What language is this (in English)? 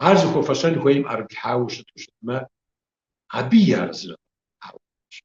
Kabardian